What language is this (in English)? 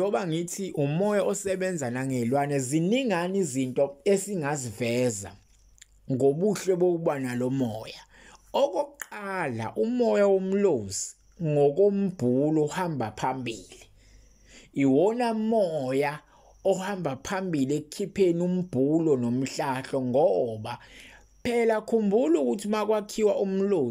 Zulu